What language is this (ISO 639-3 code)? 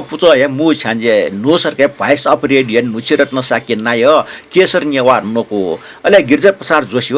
new